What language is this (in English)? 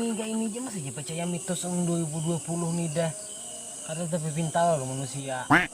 Banjar